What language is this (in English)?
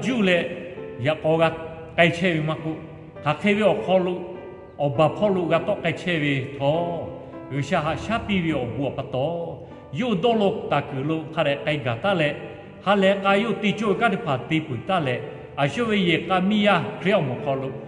Lahu